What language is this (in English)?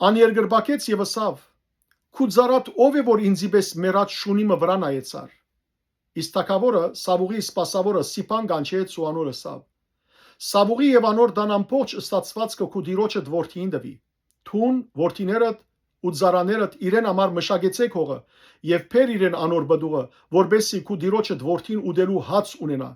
Western Armenian